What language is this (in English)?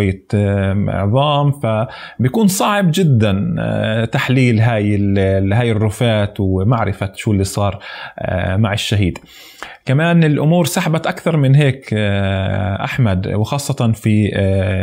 North Levantine Arabic